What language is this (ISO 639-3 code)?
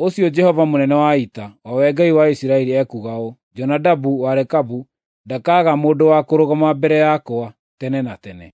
kik